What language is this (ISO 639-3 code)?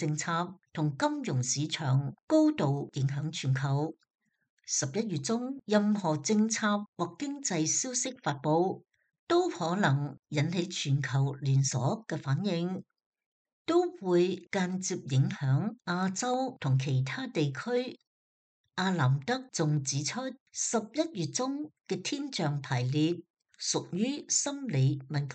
yue